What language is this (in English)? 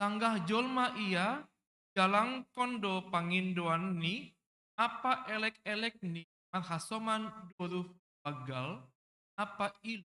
Batak Simalungun